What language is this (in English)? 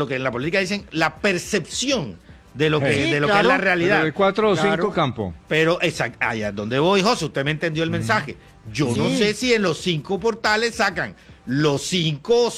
Spanish